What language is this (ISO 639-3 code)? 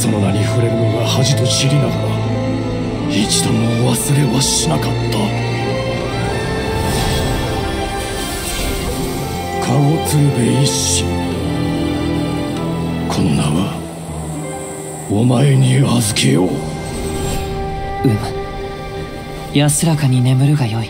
jpn